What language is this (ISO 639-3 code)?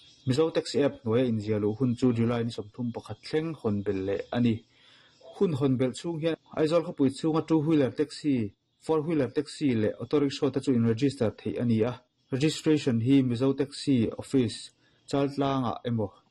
lus